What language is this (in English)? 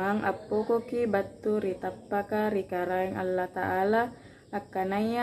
Makasar